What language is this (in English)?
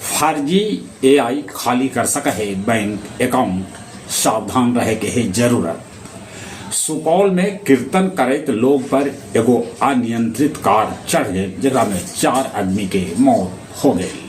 Magahi